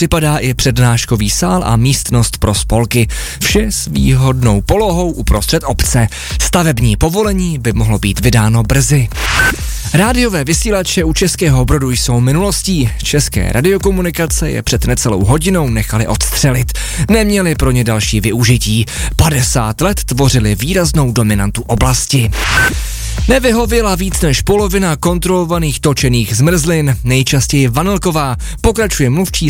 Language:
Czech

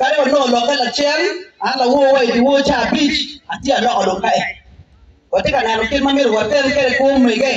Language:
Acoli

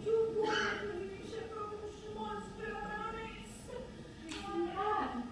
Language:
Neapolitan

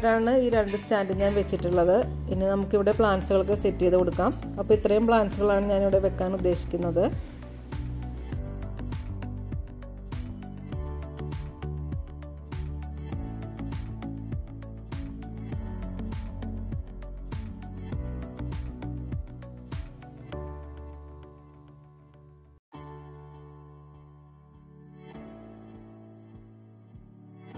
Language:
Malayalam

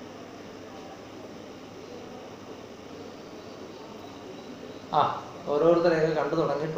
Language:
Malayalam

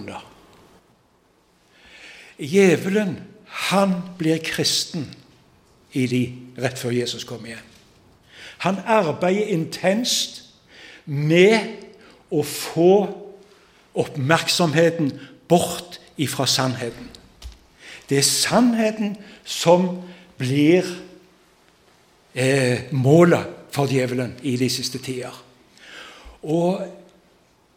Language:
Norwegian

